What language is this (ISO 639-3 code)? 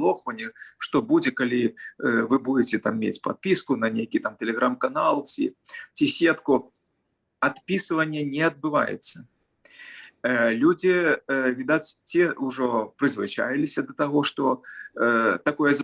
bel